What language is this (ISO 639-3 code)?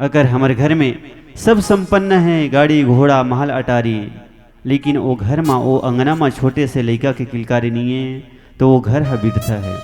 hne